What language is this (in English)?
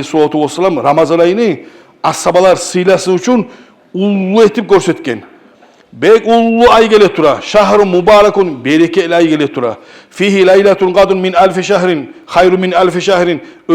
Kumyk